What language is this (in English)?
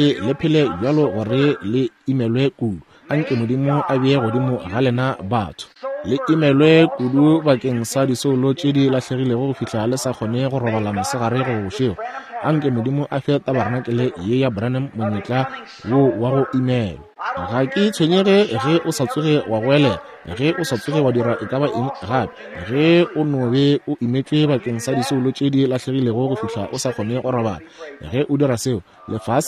Northern Sotho